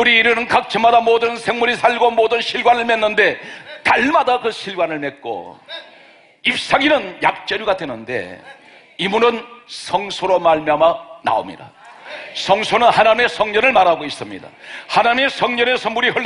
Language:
Korean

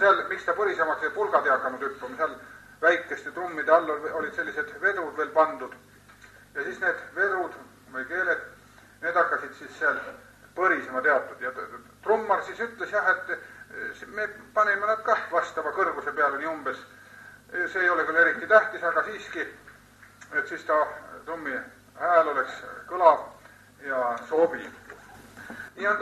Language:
Estonian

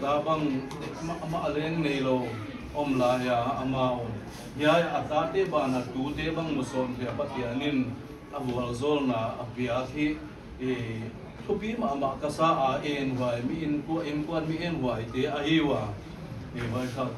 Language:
Paite Chin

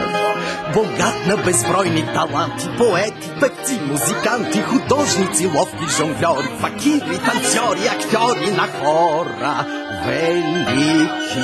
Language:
Bulgarian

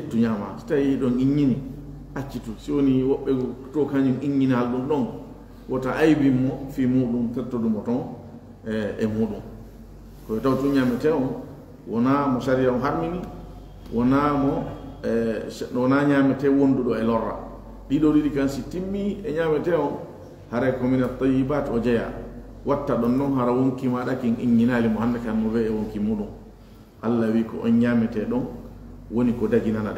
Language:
Fula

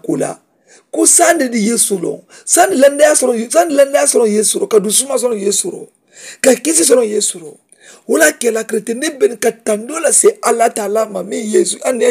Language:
Mandingo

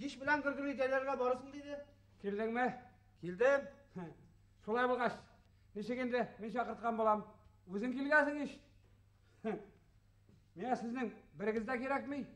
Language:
Bashkir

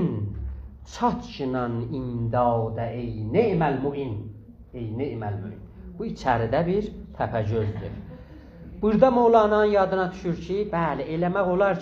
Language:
South Azerbaijani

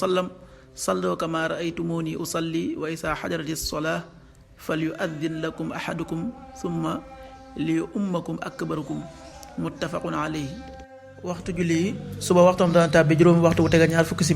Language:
Wolof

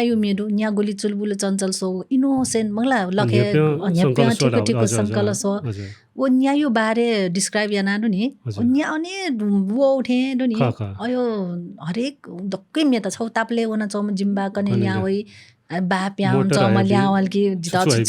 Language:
Newari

